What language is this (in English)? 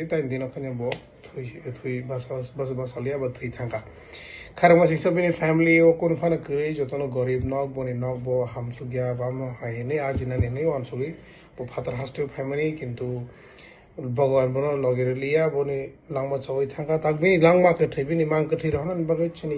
Kok Borok